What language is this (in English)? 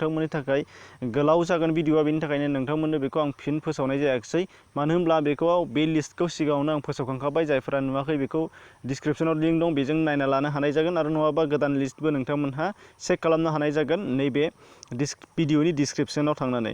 Bodo